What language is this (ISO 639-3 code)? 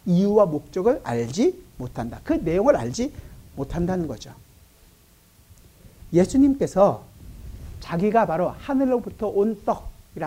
kor